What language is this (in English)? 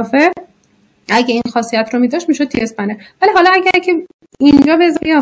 Persian